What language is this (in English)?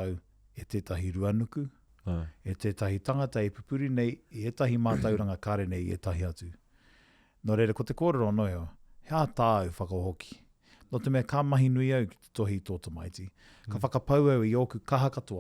Māori